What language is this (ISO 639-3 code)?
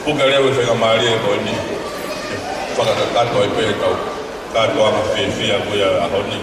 ton